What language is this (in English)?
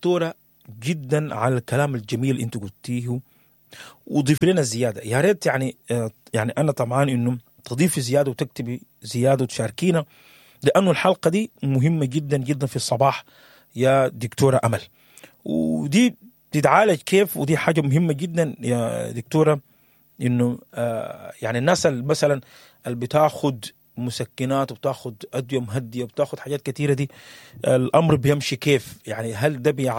Sudanese Arabic